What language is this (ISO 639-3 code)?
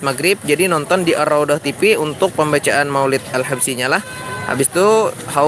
bjn